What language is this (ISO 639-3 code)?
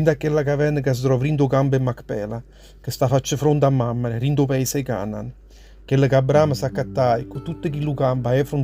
nap